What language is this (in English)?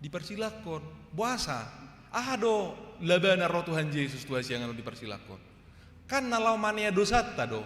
Batak Toba